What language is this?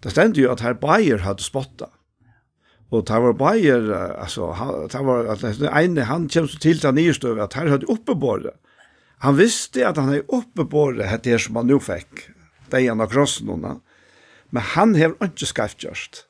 Faroese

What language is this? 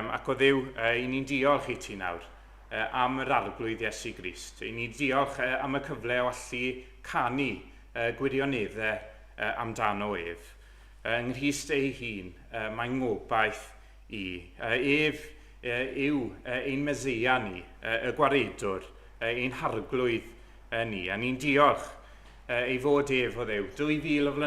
Welsh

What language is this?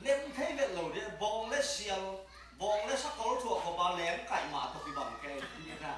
Tedim Chin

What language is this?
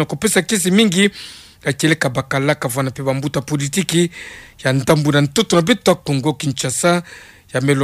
Kituba (Democratic Republic of Congo)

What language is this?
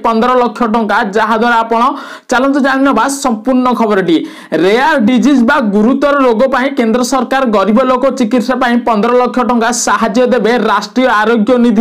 Odia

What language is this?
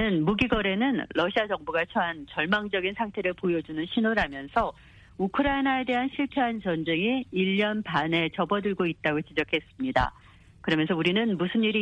Korean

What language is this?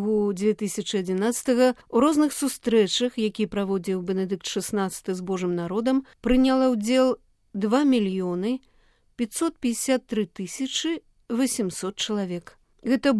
Belarusian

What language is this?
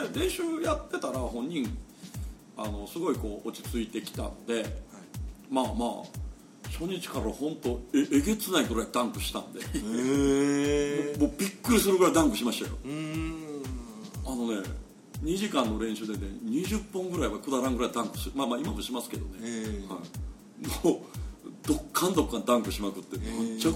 Japanese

